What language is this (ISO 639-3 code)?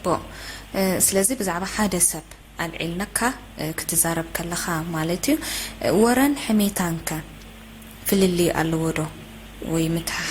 tir